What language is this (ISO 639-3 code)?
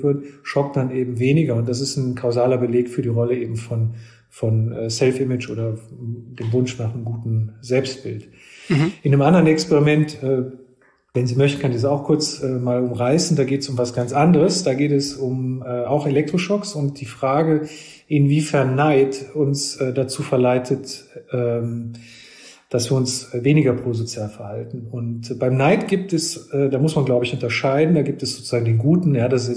deu